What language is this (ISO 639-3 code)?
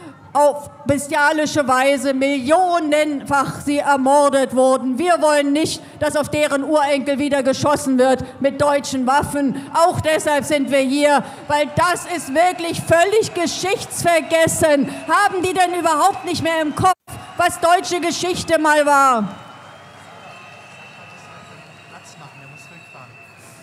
deu